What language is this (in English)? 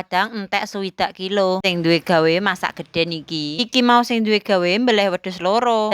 Javanese